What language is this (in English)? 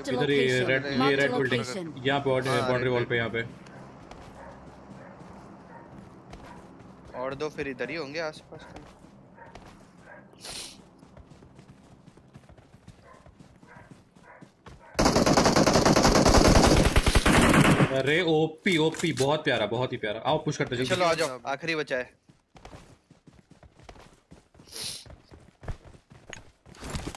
Hindi